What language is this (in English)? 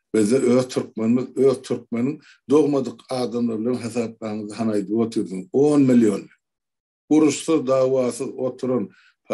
Turkmen